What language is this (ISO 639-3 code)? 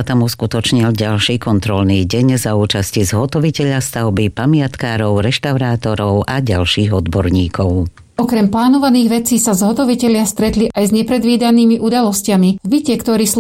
slk